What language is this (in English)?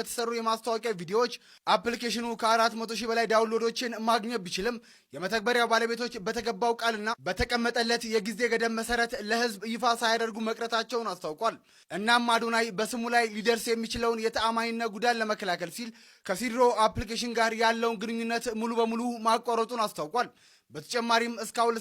Amharic